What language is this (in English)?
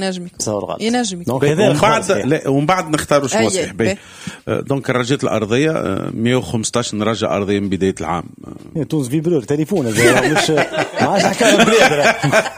Tunisian Arabic